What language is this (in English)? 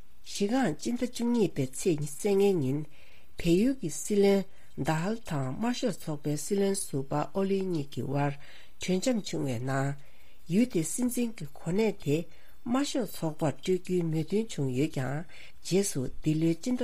Tibetan